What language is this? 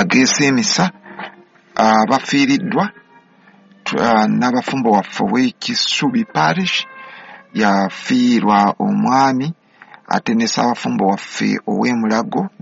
Ganda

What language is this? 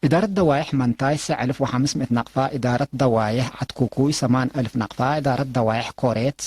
Tigre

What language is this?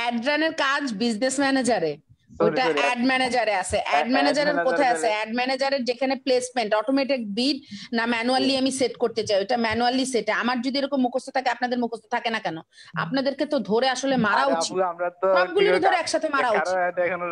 Bangla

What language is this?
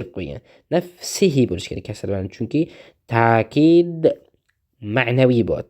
Uzbek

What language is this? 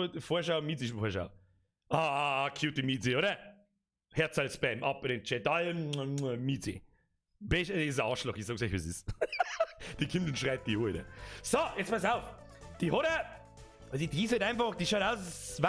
Bavarian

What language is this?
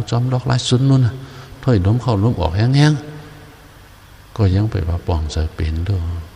Shan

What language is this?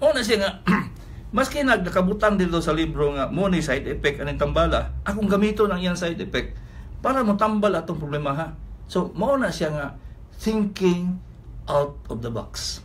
Cebuano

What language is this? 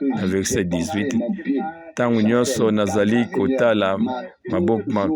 Lingala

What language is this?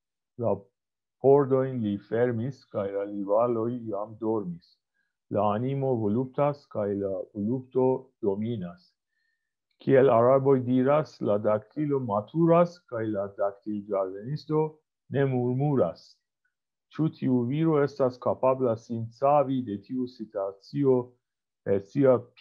Esperanto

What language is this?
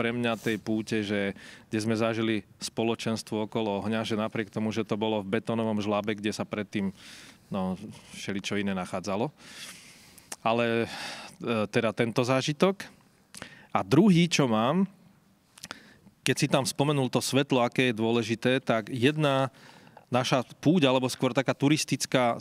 Slovak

